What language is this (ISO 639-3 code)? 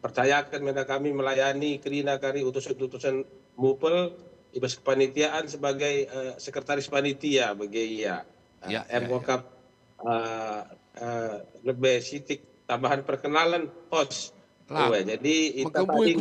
btx